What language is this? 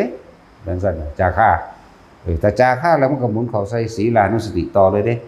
Northeastern Thai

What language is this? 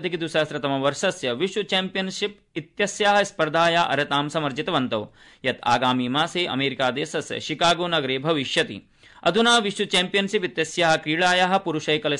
Sanskrit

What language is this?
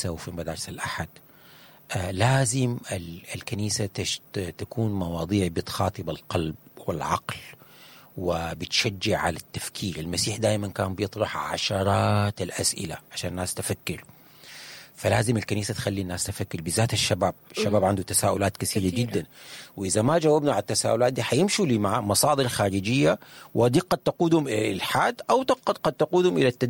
Sudanese Arabic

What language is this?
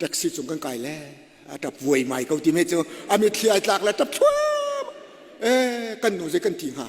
Hakha Chin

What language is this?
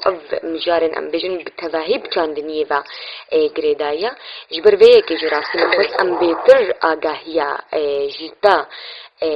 Kurdish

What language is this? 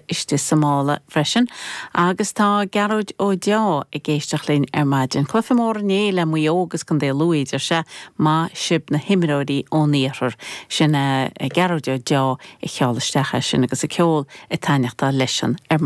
Irish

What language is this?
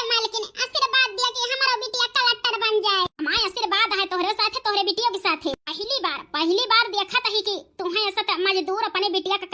Awadhi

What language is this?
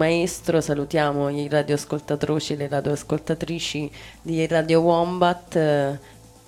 Italian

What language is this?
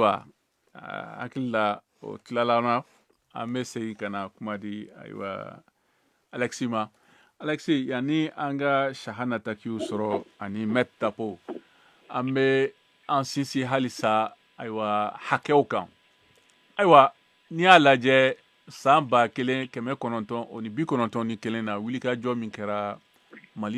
Bambara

